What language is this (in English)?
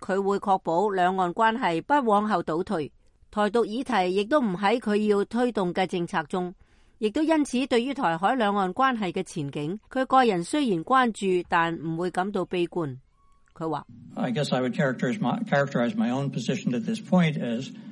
Cantonese